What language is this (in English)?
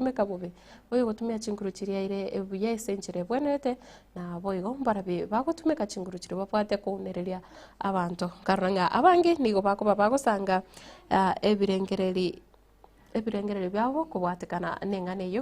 Gusii